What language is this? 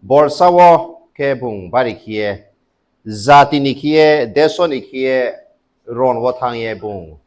Riang (India)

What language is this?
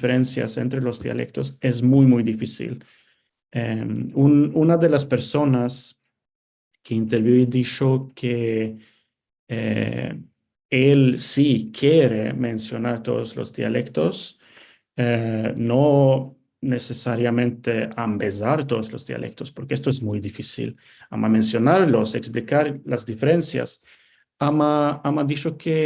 Ladino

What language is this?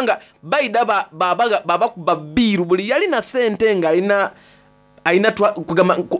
Soga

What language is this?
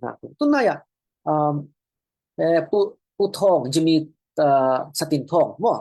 Falam Chin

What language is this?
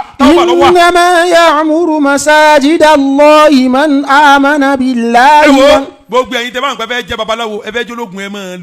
Yoruba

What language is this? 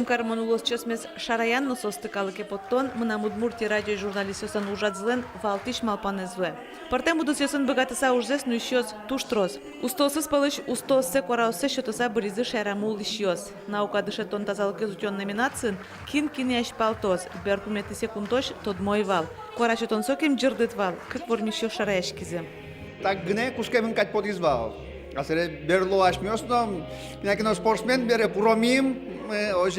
Udmurt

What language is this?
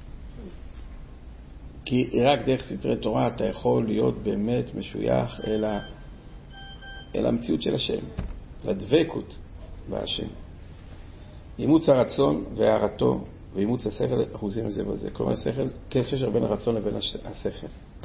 Hebrew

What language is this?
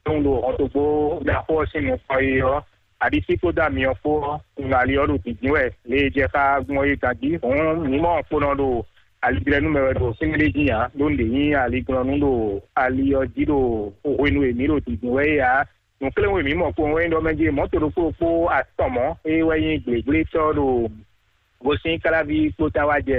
Fon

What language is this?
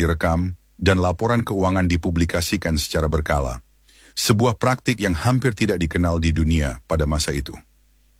Indonesian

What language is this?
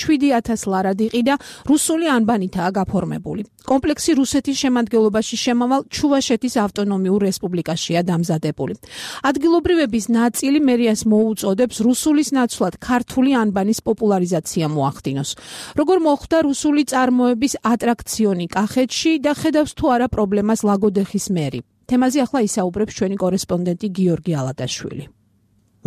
Georgian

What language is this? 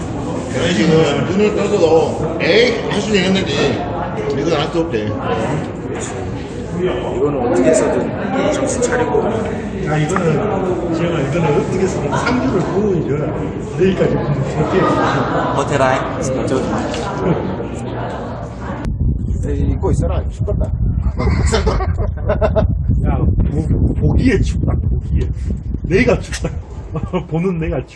Korean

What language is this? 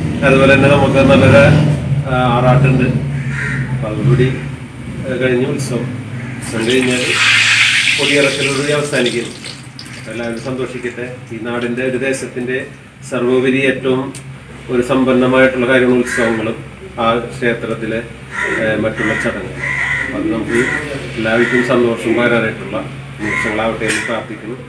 Malayalam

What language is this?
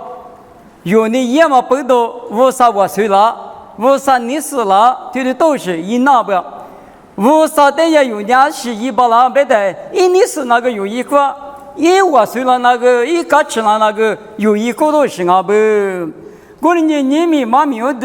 Lisu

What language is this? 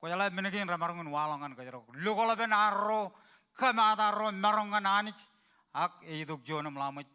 Marshallese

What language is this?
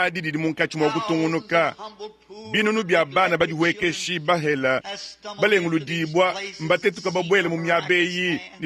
Luba-Lulua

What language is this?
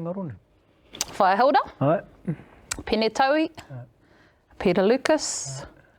Māori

